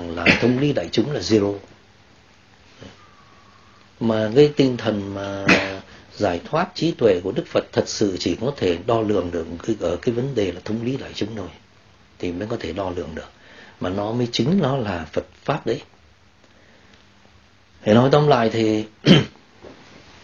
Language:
Vietnamese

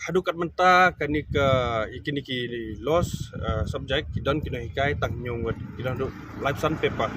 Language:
Khasi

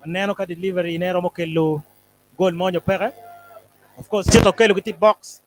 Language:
Acoli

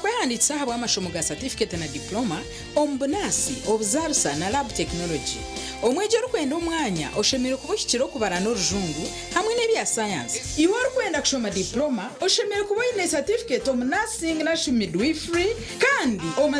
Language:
Nyankole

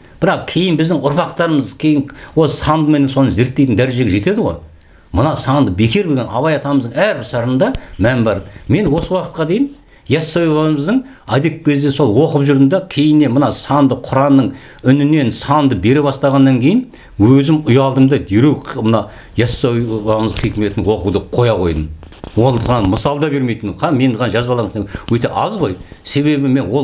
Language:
Kazakh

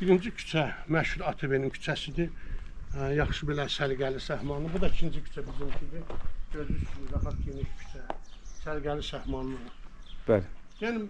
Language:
Azerbaijani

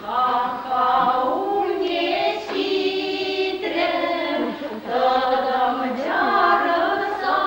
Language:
Chuvash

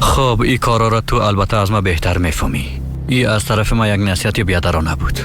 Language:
Persian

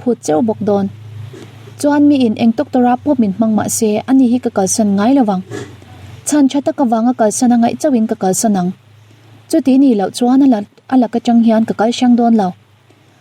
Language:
Mizo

